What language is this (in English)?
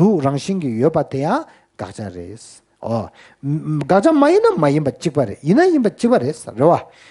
Tibetan